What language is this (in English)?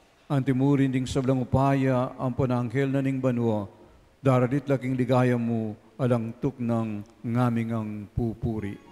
Pampanga